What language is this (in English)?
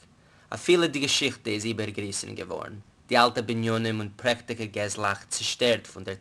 Yiddish